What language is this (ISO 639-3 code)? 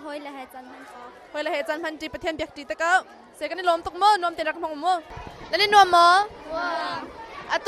cnh